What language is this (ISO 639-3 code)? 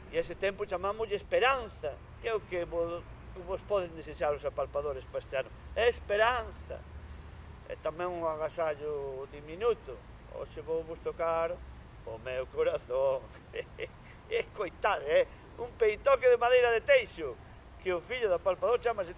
glg